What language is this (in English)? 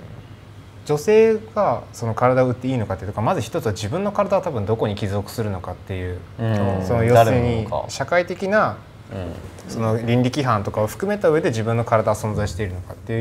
Japanese